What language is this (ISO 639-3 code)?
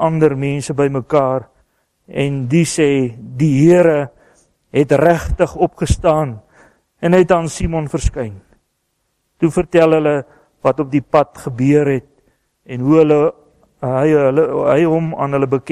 afr